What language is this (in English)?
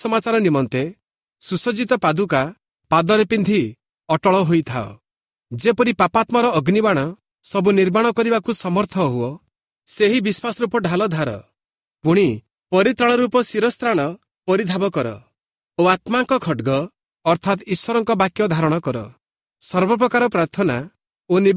Odia